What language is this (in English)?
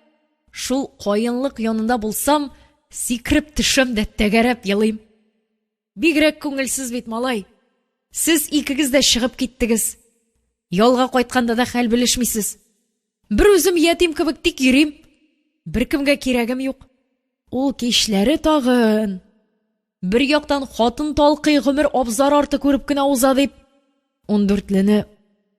Tatar